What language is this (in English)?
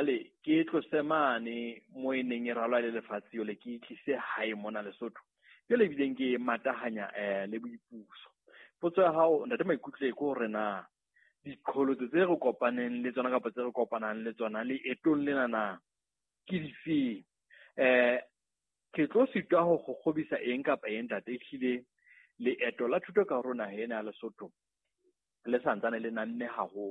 Southern Sotho